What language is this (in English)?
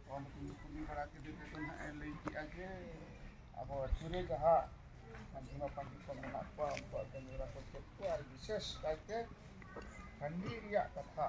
Santali